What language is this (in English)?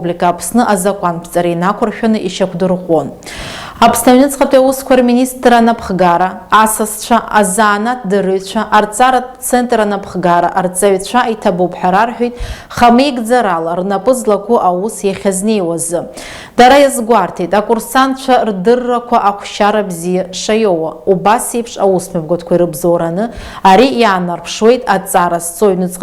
Abkhazian